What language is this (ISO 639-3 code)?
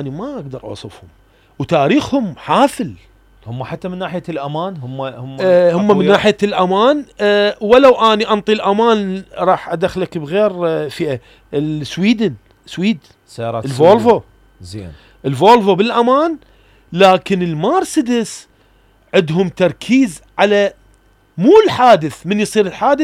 acm